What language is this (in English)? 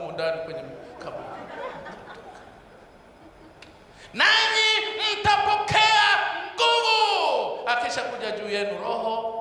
Swahili